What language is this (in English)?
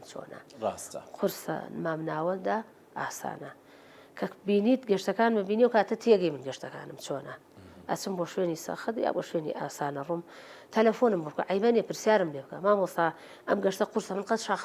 Central Kurdish